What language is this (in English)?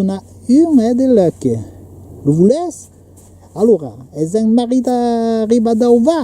Occitan